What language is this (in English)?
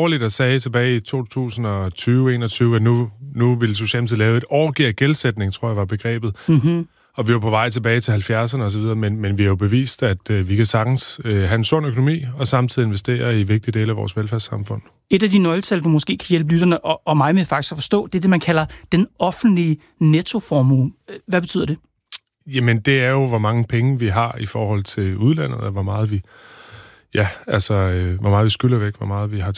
Danish